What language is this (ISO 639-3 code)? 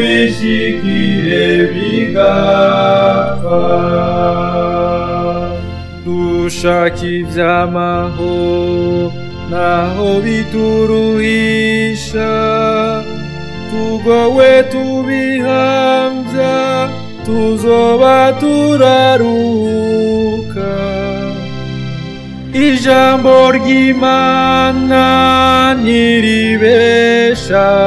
run